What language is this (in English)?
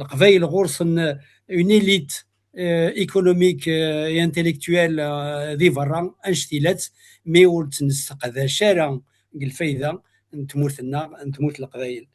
Kabyle